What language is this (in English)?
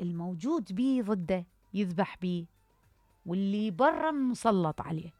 Mesopotamian Arabic